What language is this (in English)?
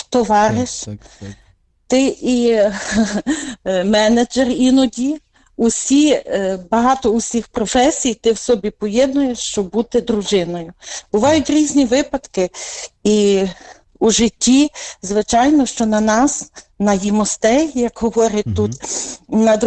Ukrainian